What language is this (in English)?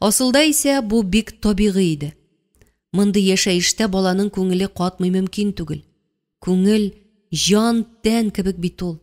Tatar